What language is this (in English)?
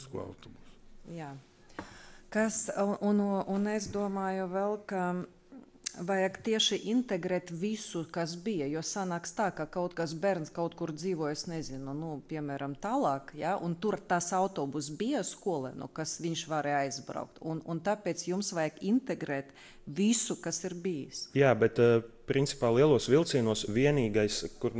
Latvian